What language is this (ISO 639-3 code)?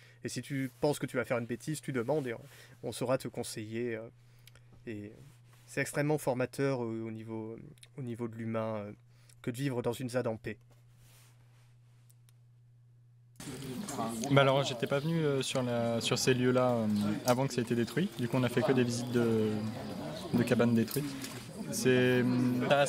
fra